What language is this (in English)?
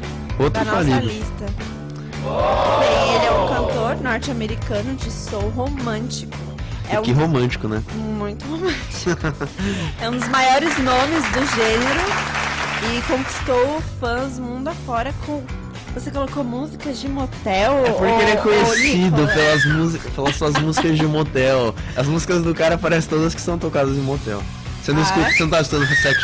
Portuguese